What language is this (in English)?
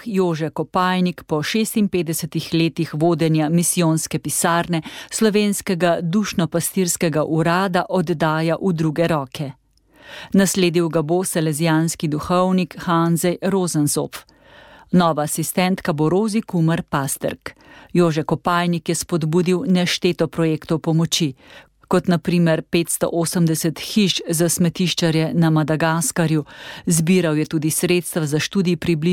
Slovenian